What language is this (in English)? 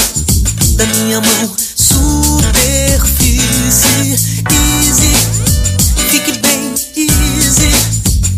Portuguese